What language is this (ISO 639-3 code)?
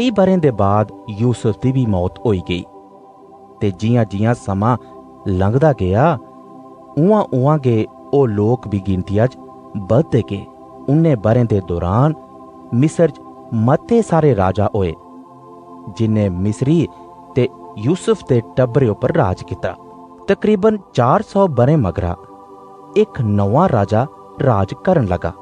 doi